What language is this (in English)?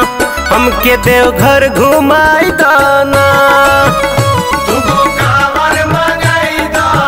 Bhojpuri